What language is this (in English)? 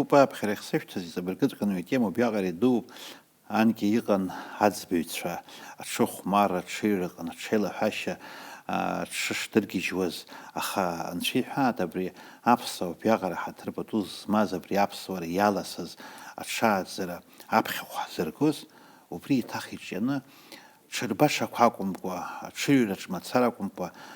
Abkhazian